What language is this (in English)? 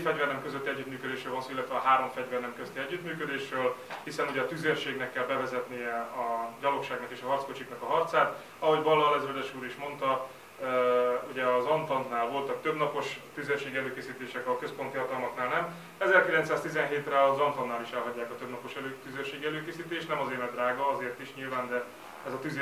Hungarian